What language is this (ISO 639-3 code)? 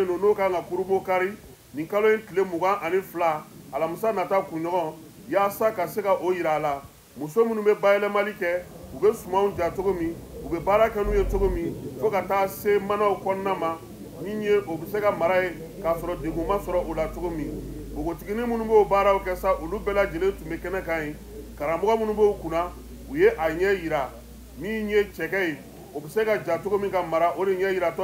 bam